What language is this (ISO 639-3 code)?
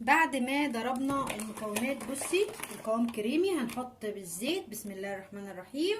arz